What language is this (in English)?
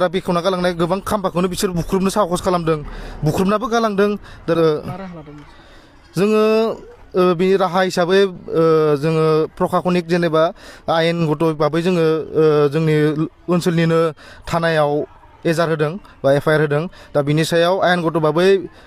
Bodo